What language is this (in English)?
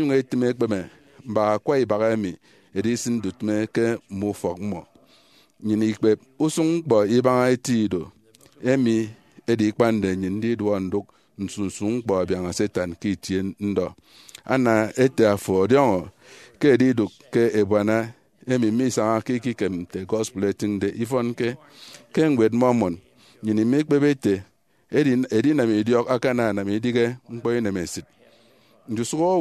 Efik